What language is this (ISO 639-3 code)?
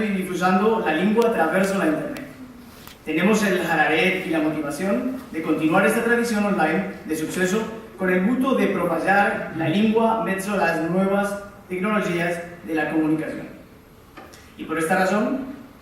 lad